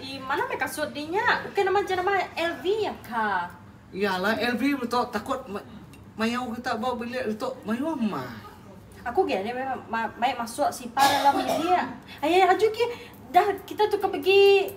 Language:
Iban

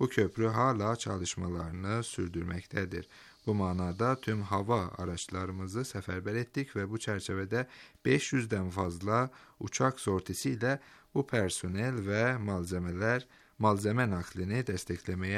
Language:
Turkish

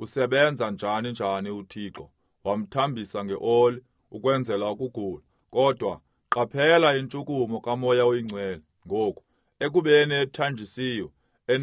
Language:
Xhosa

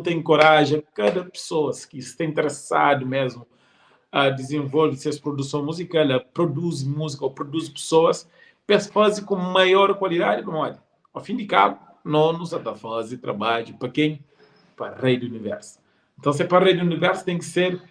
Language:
Kabuverdianu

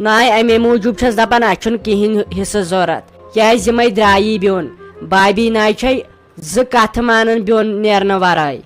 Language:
Kashmiri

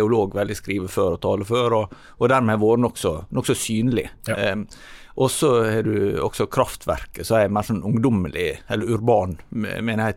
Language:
Norwegian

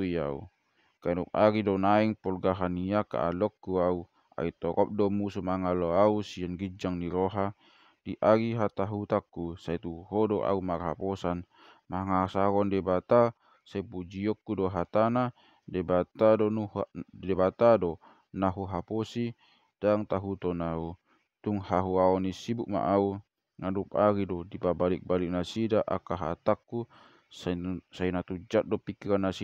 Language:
Batak Toba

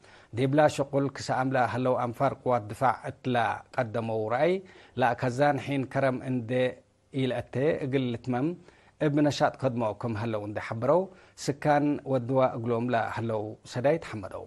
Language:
Tigre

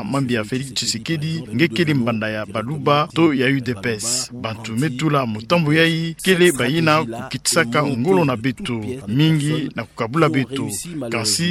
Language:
Kituba (Democratic Republic of Congo)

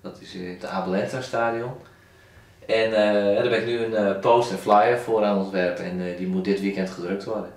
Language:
Western Frisian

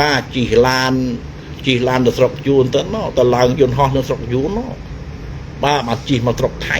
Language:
Khmer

